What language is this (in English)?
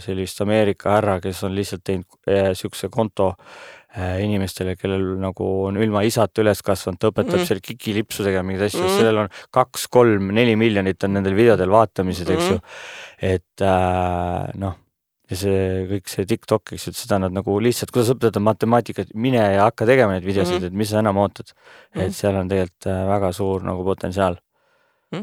Estonian